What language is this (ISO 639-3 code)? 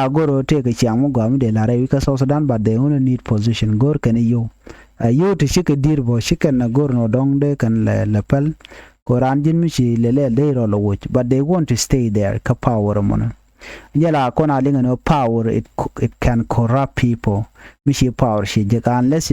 nus